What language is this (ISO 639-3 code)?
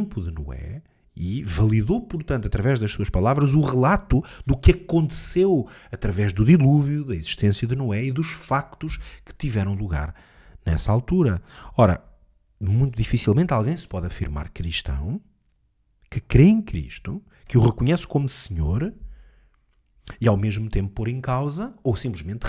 por